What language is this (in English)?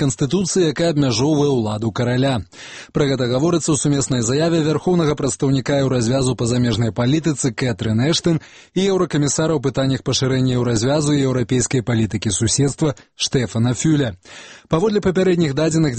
Belarusian